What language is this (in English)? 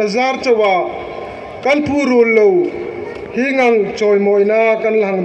Hmar